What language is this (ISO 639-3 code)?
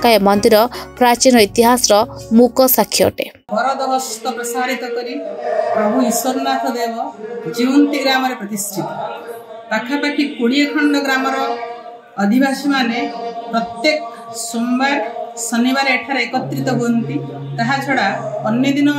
ori